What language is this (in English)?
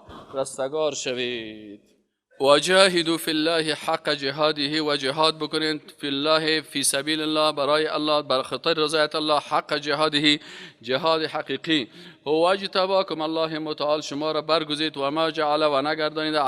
Persian